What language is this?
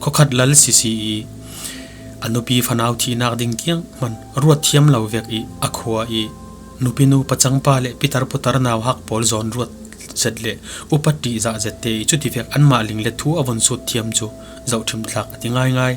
Falam Chin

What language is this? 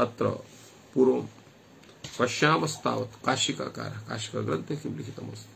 Sanskrit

